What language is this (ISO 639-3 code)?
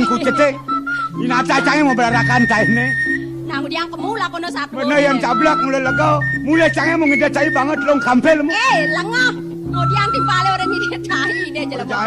ban